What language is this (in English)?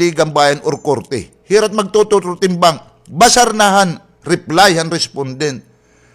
Waray